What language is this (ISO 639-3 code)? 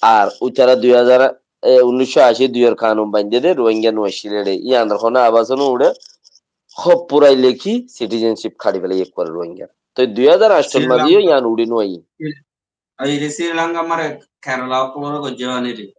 rhg